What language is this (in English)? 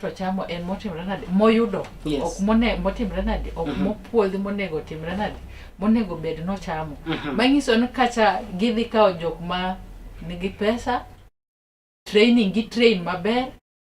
Luo (Kenya and Tanzania)